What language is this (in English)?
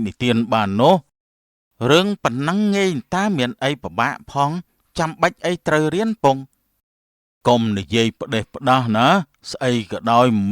Khmer